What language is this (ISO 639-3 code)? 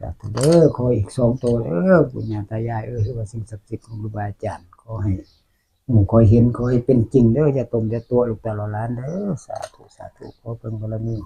tts